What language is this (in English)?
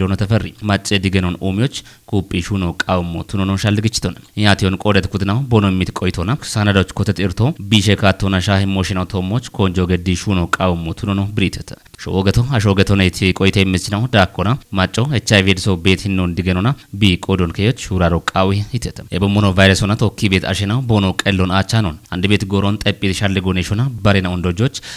Kafa